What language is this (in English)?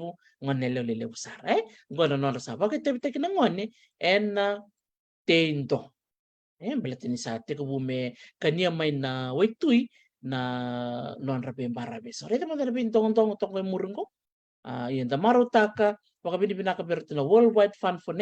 Fijian